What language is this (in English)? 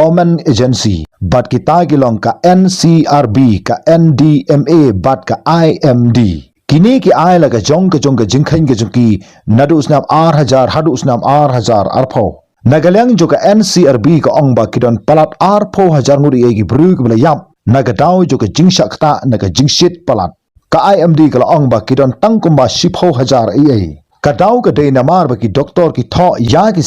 Khasi